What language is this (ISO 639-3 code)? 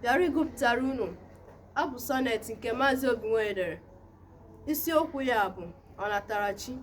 ibo